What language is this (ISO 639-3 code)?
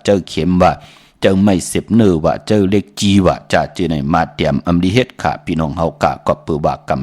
shn